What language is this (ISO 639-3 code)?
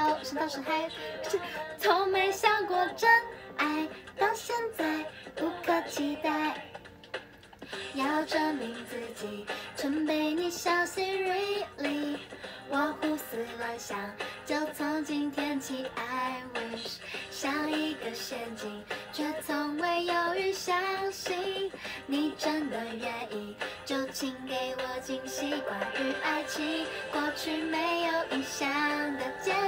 zho